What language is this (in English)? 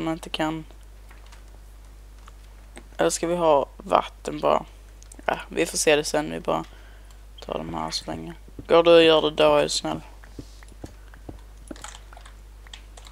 Swedish